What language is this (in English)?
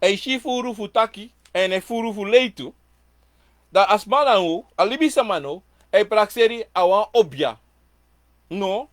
Sranan Tongo